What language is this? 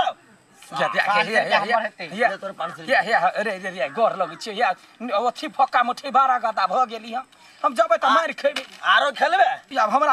Maithili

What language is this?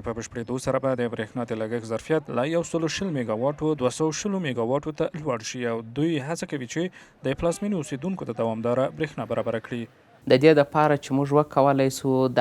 Pashto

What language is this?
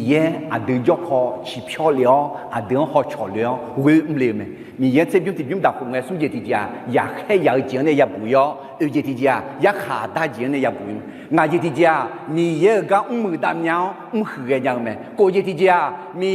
Akha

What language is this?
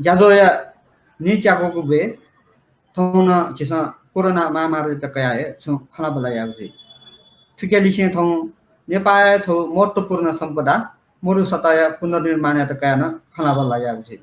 Newari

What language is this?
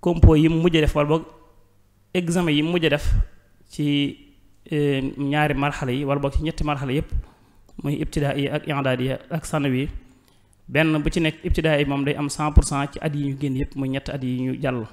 Wolof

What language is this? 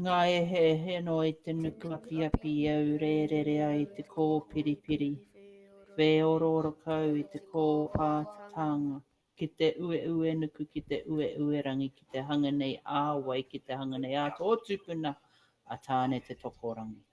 Māori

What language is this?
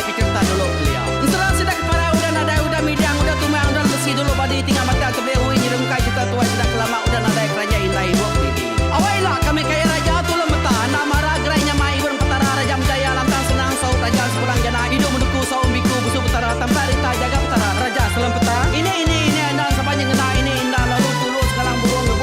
Iban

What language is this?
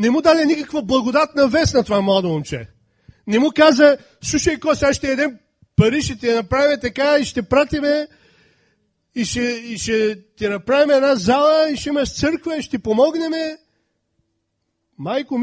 Bulgarian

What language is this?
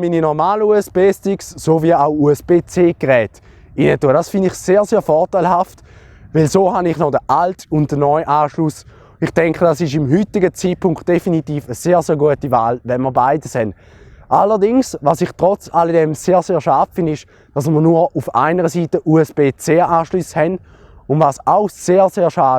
Swiss German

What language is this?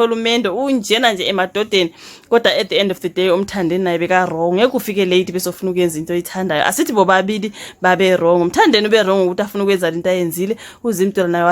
Zulu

